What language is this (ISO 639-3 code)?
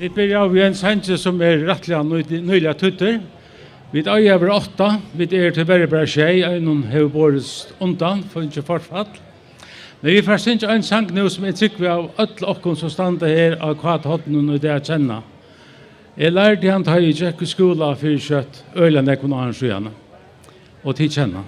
fao